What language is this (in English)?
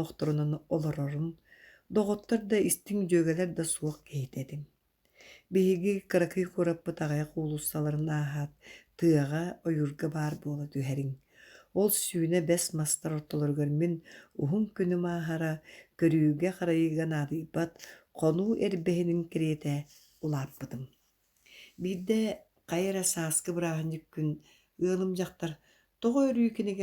Yakut